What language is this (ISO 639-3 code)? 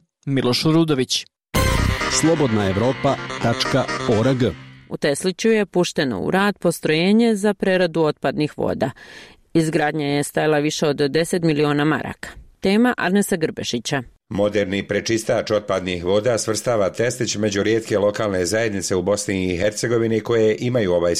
bos